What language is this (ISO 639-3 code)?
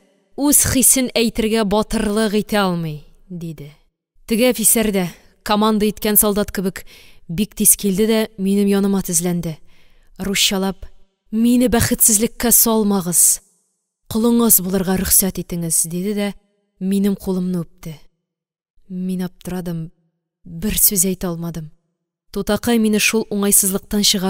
tat